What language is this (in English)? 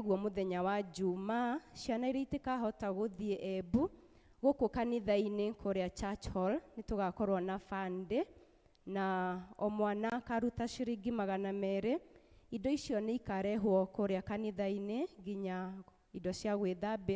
Kikuyu